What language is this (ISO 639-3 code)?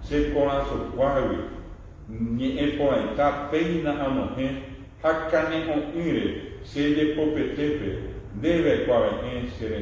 grn